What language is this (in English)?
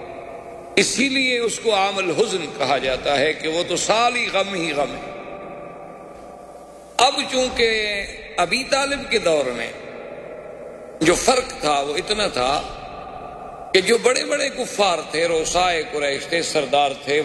Urdu